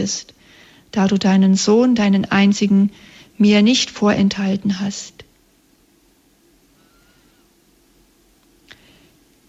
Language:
German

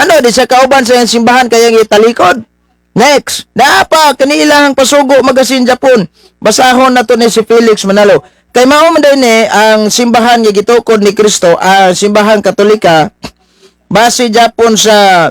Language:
Cebuano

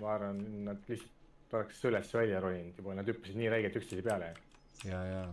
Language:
Estonian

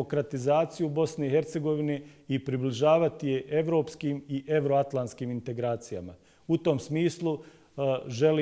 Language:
Bosnian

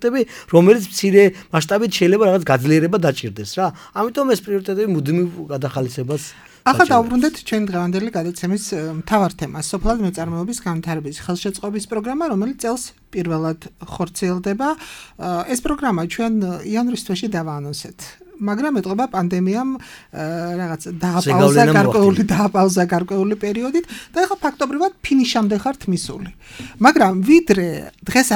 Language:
Georgian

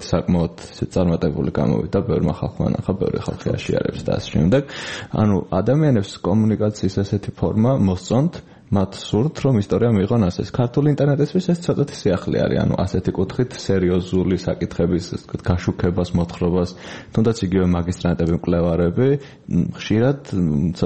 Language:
Georgian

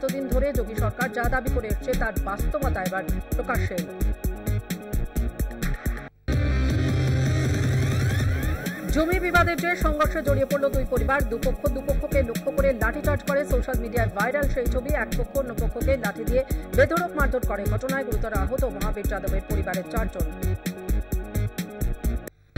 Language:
Bangla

